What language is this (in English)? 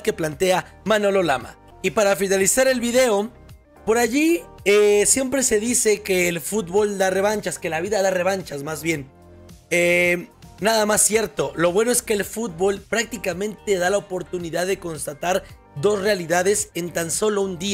Spanish